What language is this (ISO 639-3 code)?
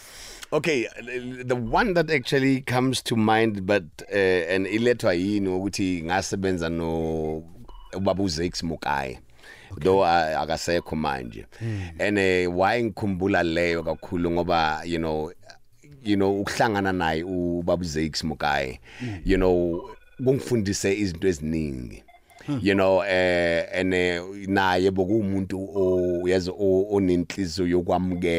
nbl